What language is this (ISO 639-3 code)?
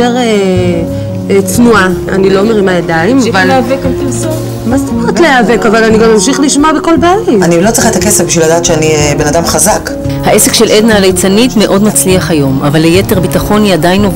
heb